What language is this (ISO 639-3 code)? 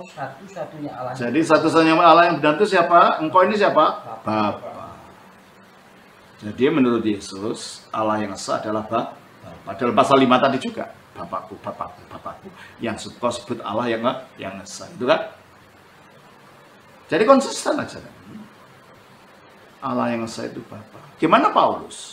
ind